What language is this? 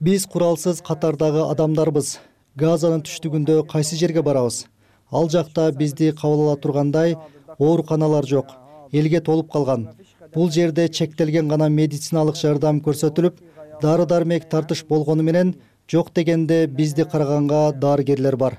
Kyrgyz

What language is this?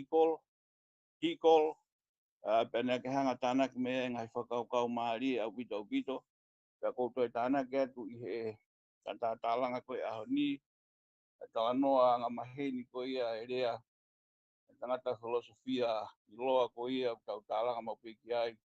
Tongan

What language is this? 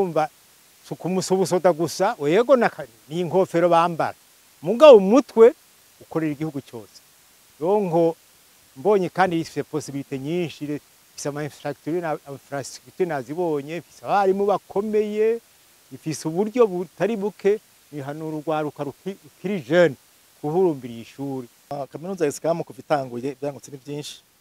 Rundi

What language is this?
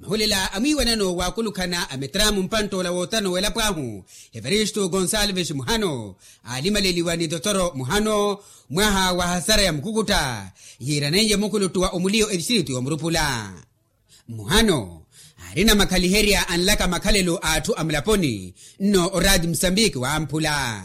Makhuwa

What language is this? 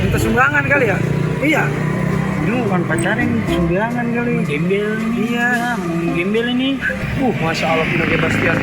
Betawi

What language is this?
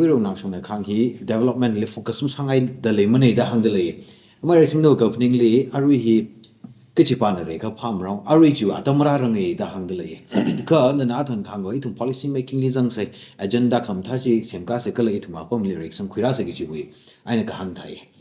Tangkhul Naga (India)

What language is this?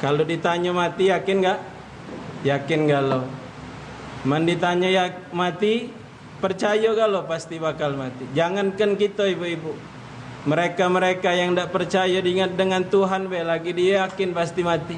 Musi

